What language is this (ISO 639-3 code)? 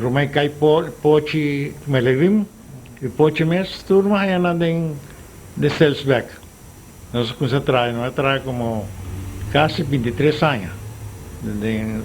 pap